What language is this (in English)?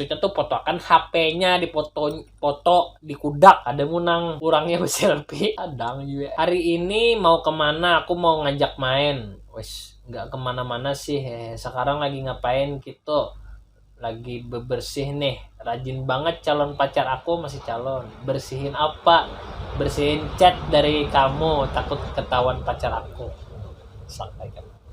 Banjar